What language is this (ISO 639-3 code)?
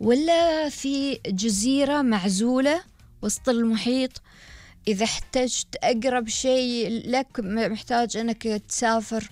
afb